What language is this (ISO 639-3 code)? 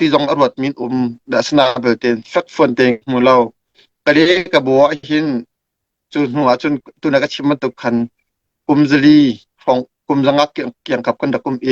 cnh